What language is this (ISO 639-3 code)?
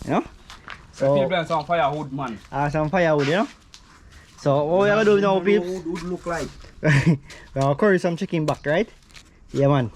jam